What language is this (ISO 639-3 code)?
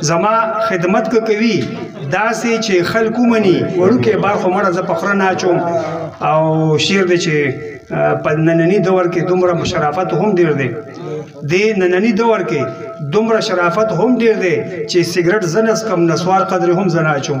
pus